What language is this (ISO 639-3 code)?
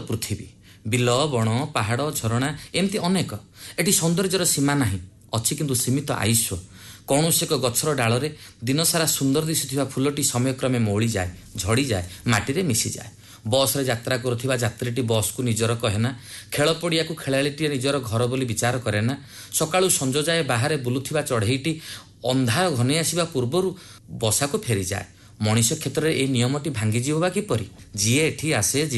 ori